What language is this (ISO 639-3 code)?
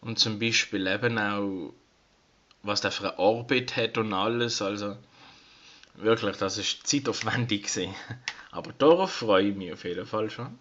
gsw